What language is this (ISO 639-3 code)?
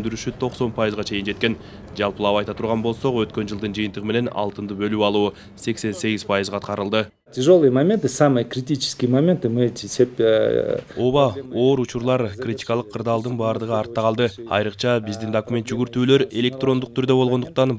kir